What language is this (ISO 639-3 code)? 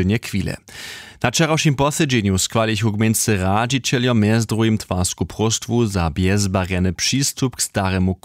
hsb